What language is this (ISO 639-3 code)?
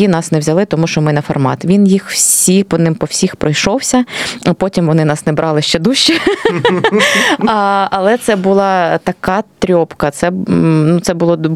ukr